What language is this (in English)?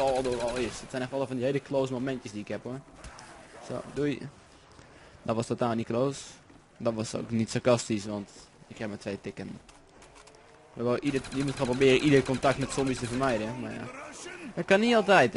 Dutch